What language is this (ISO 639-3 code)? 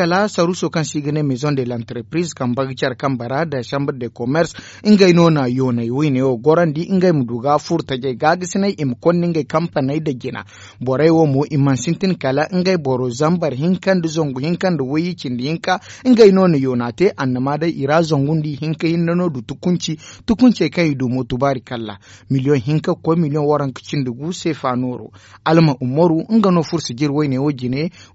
dje